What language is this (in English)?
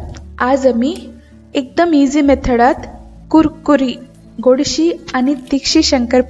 Konkani